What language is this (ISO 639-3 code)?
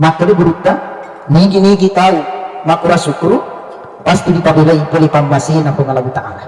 bug